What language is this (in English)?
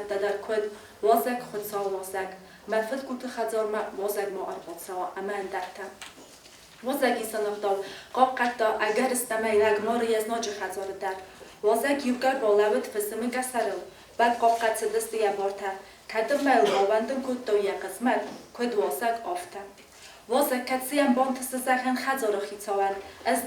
Ossetic